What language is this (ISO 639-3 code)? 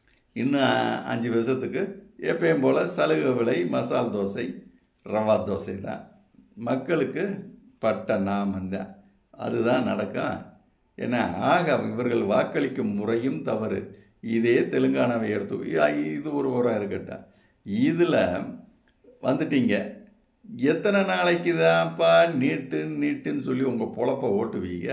tam